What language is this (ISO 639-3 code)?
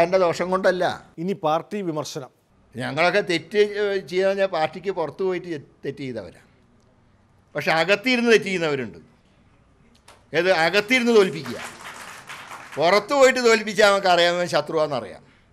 mal